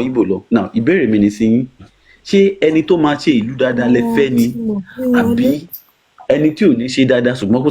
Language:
Yoruba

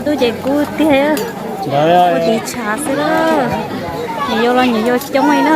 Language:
Hmong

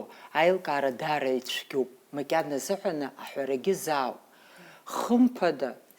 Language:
Abkhazian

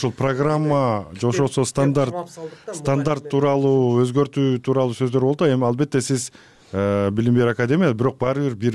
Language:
Kyrgyz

